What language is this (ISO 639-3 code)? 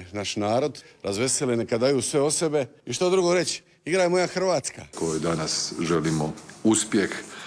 hrv